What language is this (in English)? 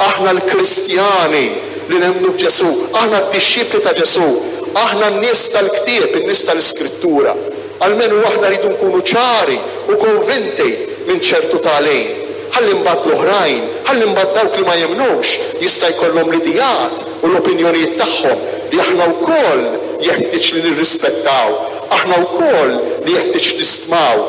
Maltese